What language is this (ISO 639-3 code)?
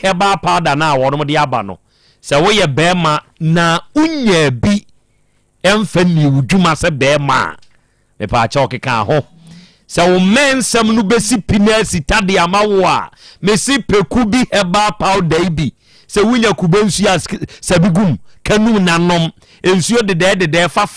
aka